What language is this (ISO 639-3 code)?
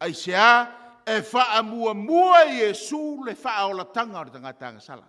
smo